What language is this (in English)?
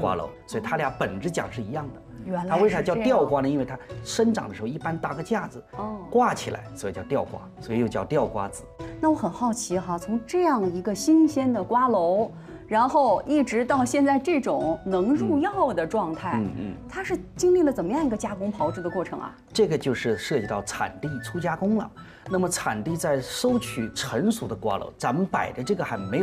Chinese